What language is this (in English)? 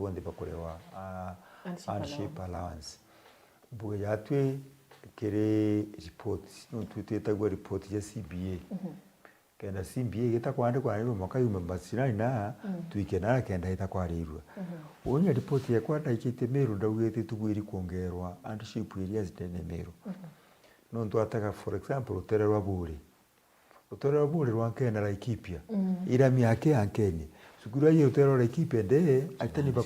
Meru